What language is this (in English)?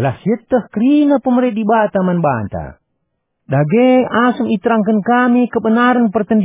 Batak Karo